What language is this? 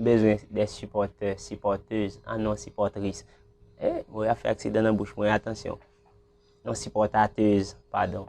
Haitian Creole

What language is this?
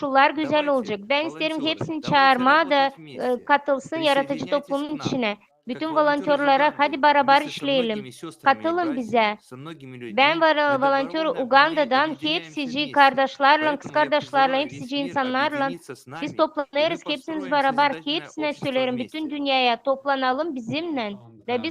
Gagauz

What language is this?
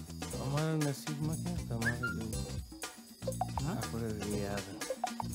Gujarati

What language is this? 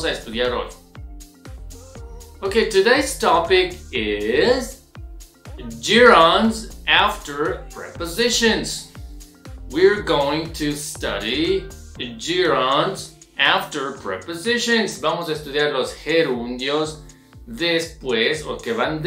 Spanish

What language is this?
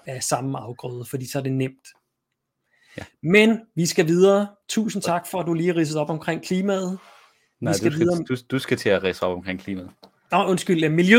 Danish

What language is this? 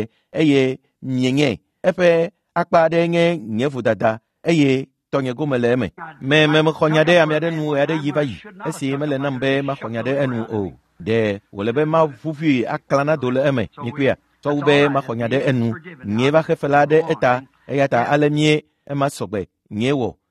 Ewe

